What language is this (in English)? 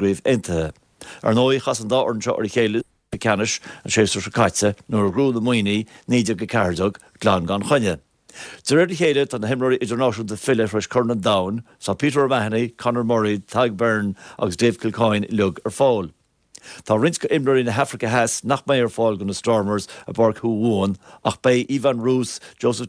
Irish